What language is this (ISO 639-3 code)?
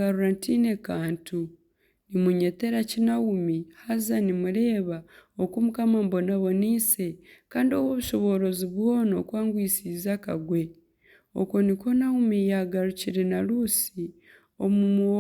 nyn